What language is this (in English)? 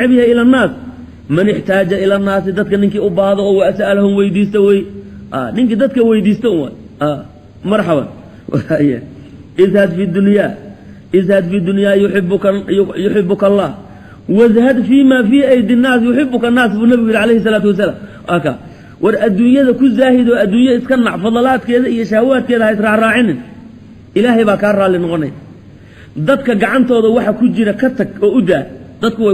Somali